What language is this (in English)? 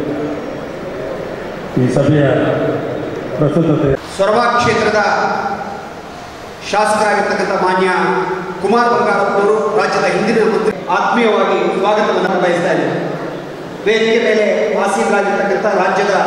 Kannada